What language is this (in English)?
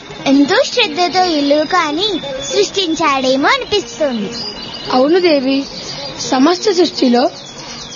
Telugu